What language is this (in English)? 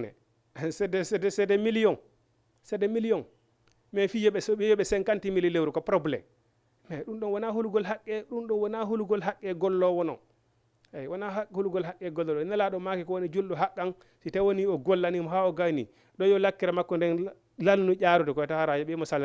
Fula